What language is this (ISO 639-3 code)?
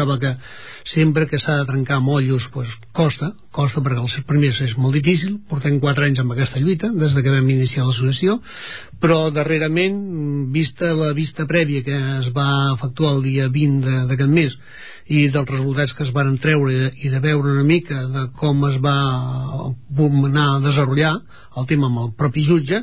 cat